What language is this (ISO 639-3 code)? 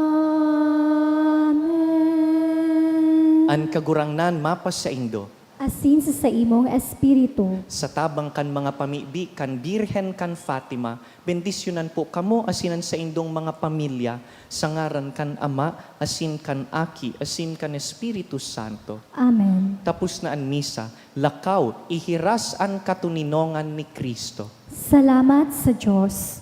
bik